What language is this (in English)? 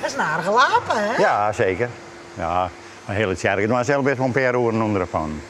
Western Frisian